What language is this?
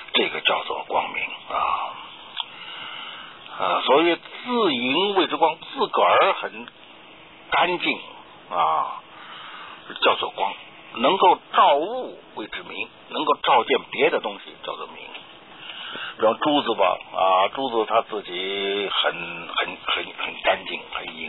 Chinese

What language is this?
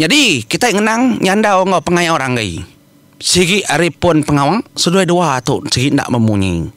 Iban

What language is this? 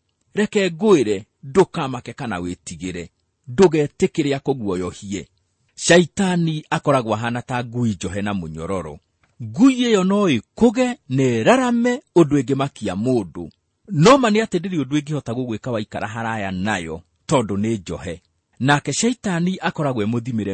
Kikuyu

